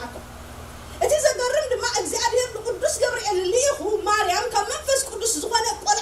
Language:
Tigrinya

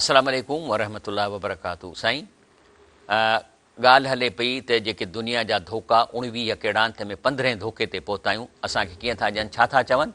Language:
Sindhi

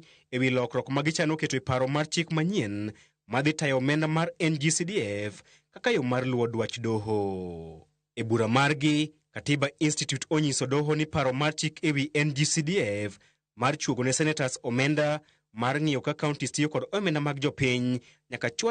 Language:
Luo (Kenya and Tanzania)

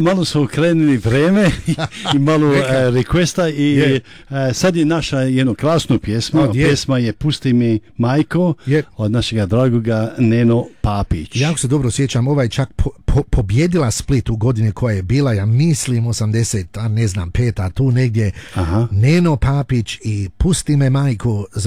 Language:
Croatian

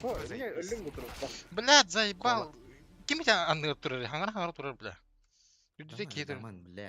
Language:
Yakut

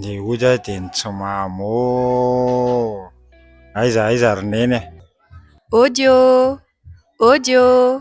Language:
Malagasy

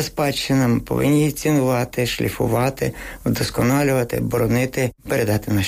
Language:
Ukrainian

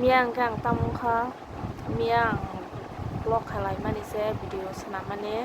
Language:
Kok Borok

